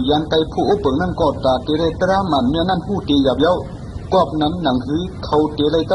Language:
Shan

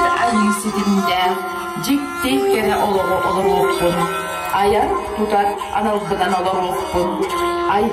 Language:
Yakut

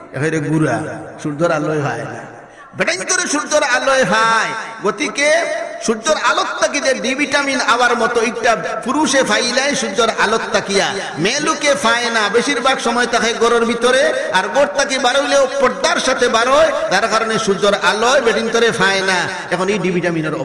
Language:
Sylheti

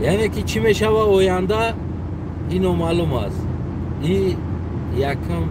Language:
Tajik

